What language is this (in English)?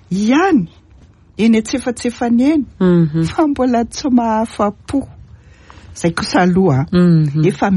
Malagasy